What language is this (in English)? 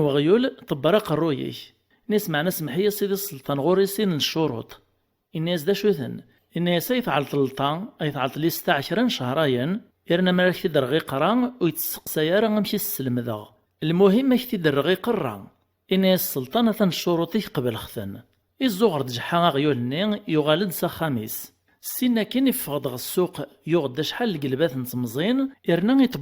Kabyle